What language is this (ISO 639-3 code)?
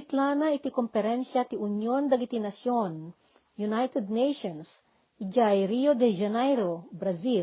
ilo